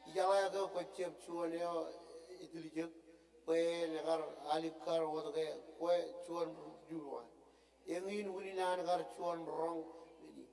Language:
Marshallese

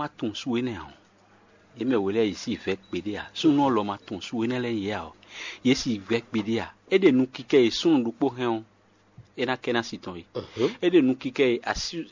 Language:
Fon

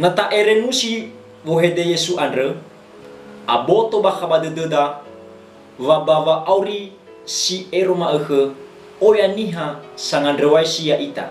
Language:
Nias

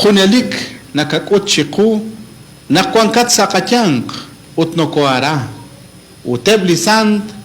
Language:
Kekchí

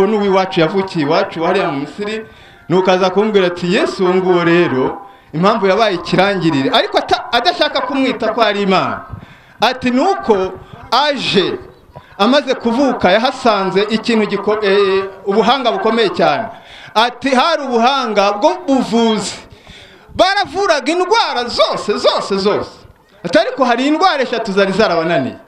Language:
Kinyarwanda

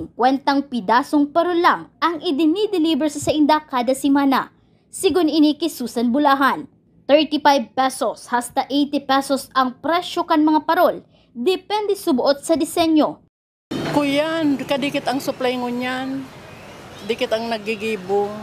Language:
Bikol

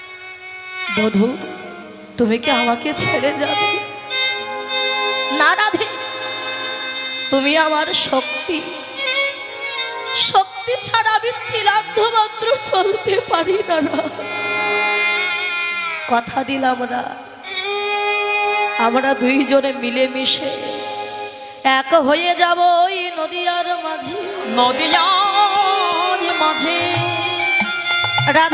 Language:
Bangla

